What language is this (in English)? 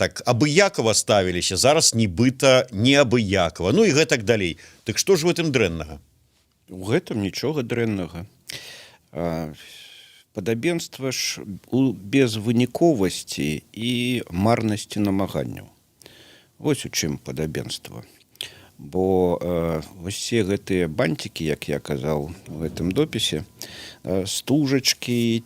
Belarusian